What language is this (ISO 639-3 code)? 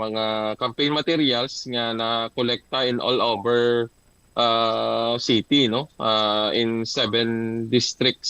hil